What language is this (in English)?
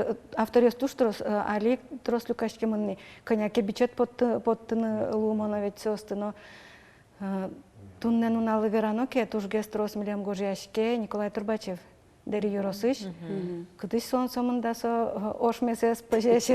Udmurt